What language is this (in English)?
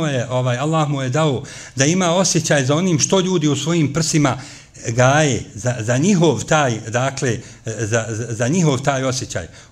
Bosnian